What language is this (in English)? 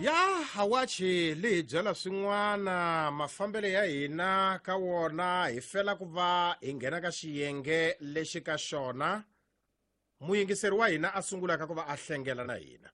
Tsonga